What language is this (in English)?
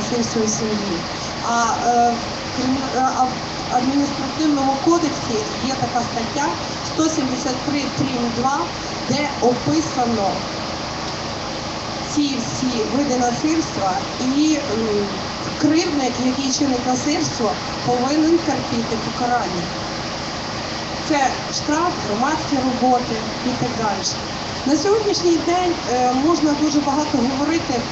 Ukrainian